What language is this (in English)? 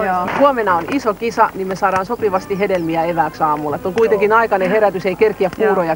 Finnish